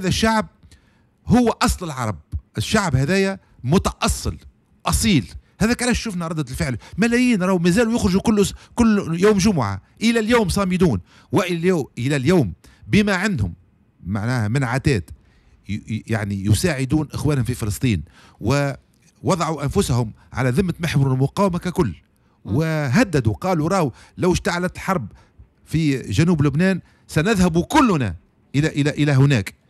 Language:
Tunisian Arabic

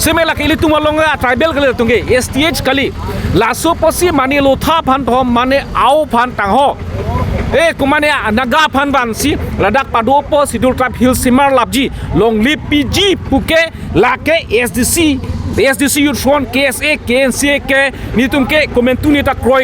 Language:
Karbi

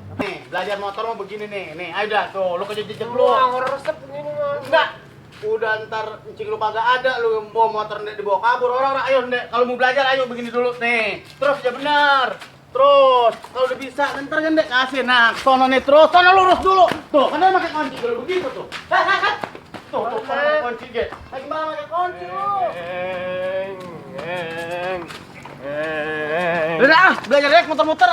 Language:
Betawi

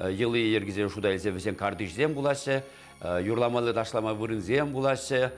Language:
Chuvash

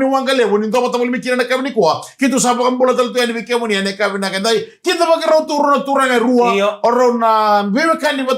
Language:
Fijian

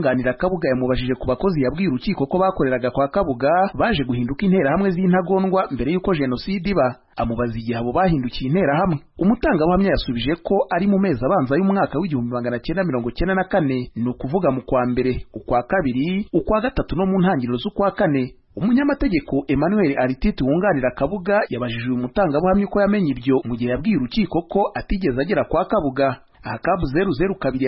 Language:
Kinyarwanda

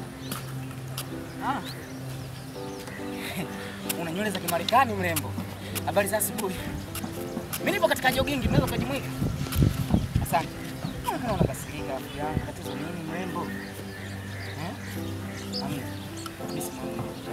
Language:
Swahili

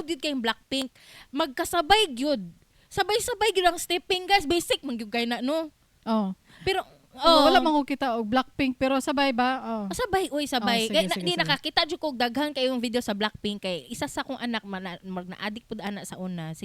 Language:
Cebuano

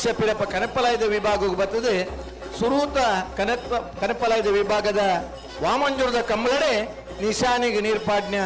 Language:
Tulu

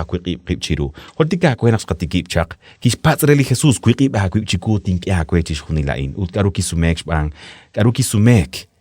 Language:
Kekchí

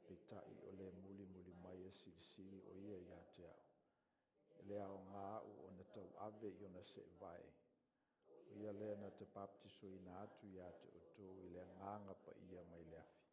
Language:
Samoan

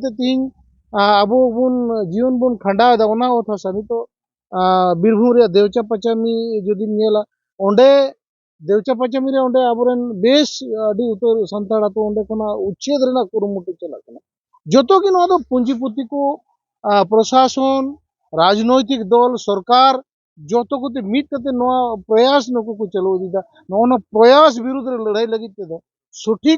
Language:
Santali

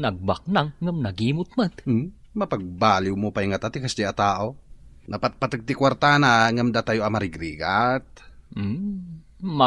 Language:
Iloko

